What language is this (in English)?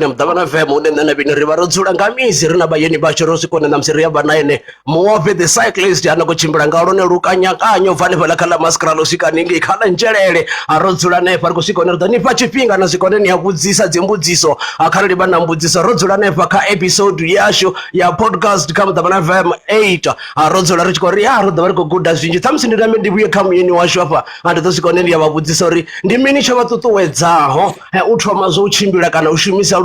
Venda